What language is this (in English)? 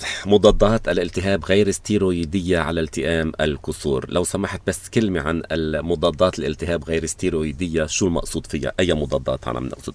North Levantine Arabic